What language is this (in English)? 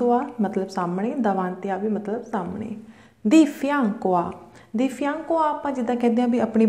Punjabi